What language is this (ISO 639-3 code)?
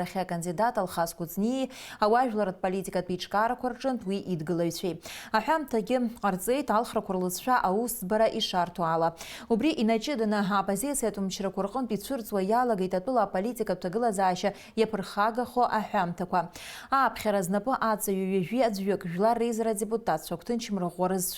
abk